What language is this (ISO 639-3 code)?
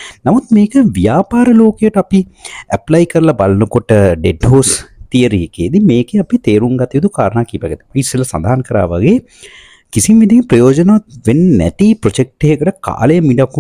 sin